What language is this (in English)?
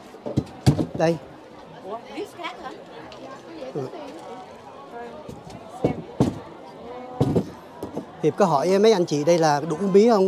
Vietnamese